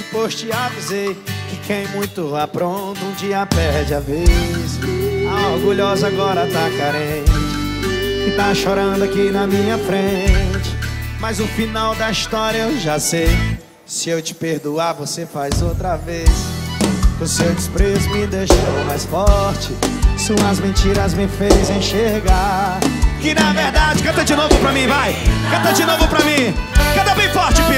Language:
Portuguese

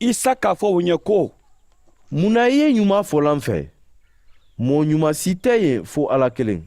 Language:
Mandingo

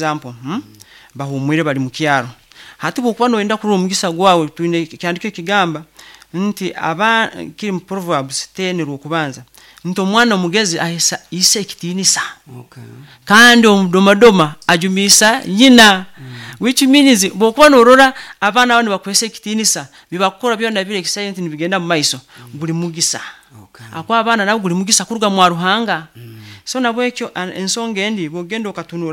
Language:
Nyoro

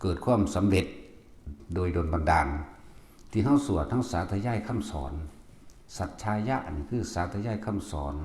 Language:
Northeastern Thai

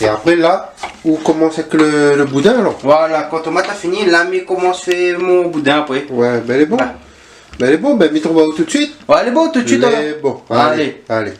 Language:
Réunion Creole French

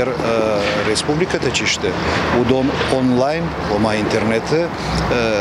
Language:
Ossetic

